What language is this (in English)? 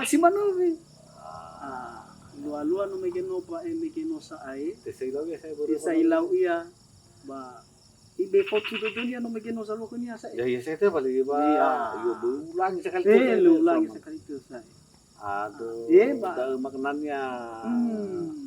Nias